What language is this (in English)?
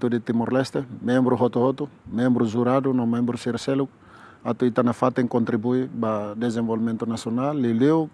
Tetum